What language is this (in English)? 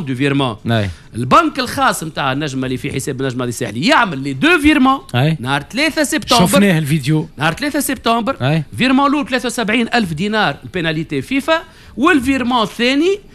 Tunisian Arabic